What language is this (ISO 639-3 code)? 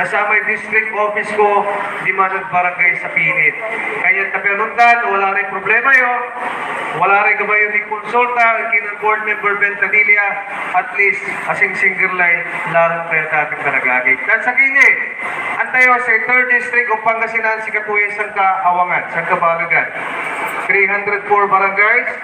pag